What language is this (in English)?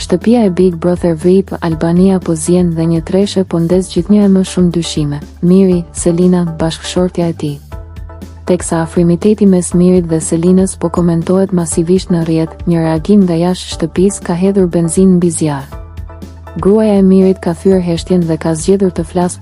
Albanian